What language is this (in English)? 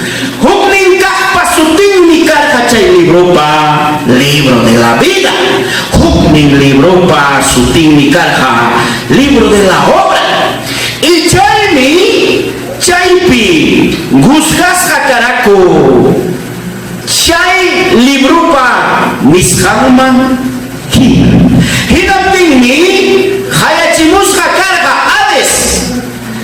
Ayacucho Quechua